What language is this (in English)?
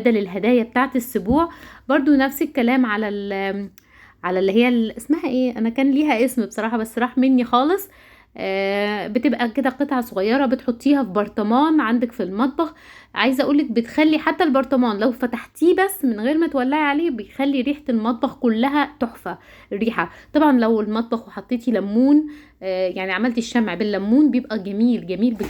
Egyptian Arabic